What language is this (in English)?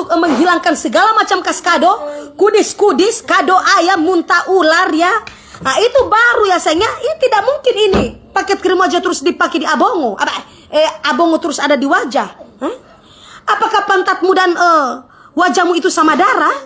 Manado Malay